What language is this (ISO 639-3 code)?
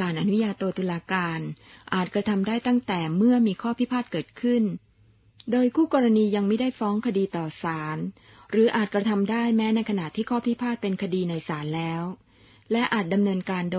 tha